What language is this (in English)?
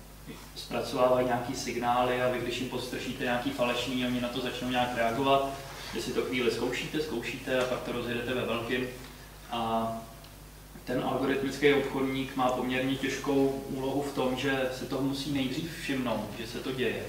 Czech